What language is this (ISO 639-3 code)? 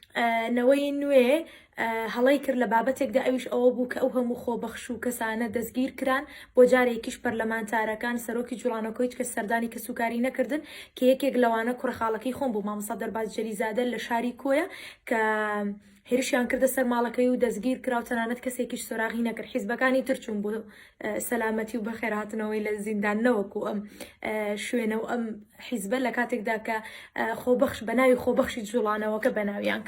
ckb